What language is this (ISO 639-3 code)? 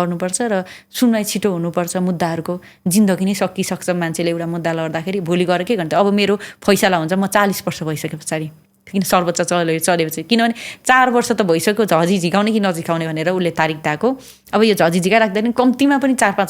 nep